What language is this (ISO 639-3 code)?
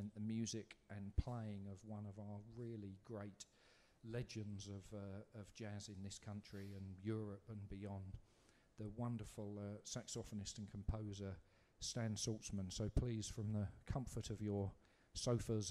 eng